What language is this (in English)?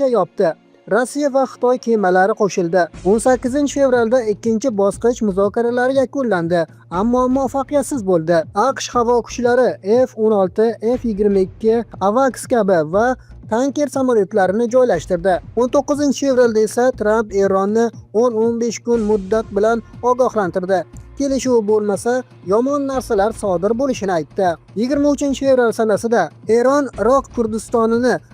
Uzbek